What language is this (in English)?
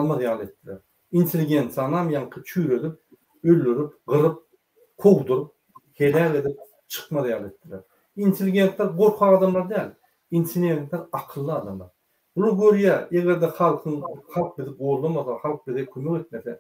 Turkmen